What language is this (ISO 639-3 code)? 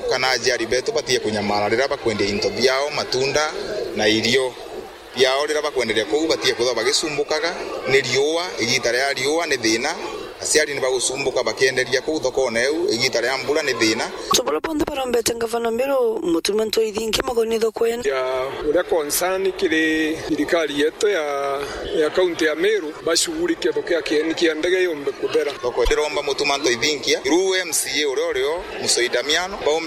mer